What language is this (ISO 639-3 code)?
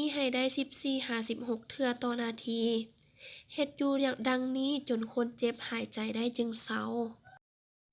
lao